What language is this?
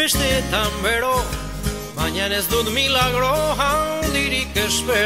Basque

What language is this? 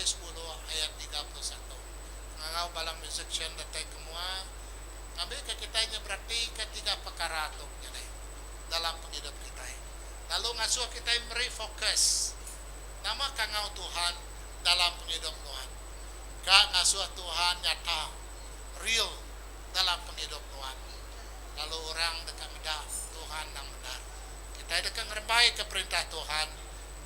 Iban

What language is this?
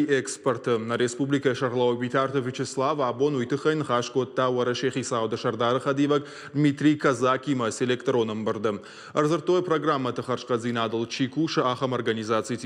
Ossetic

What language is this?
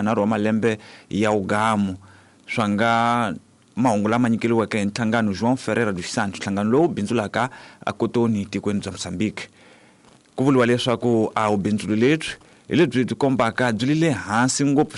Tsonga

